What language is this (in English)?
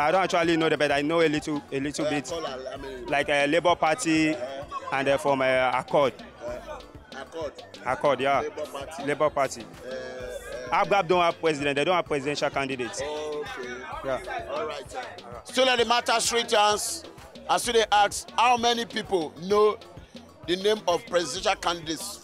Nigerian Pidgin